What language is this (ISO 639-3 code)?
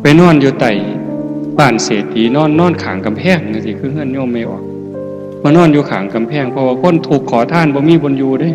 tts